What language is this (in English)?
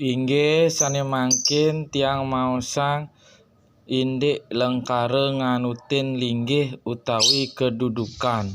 Balinese